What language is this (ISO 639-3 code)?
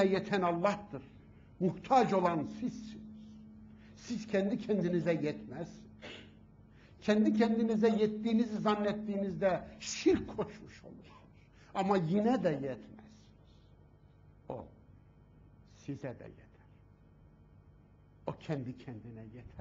tur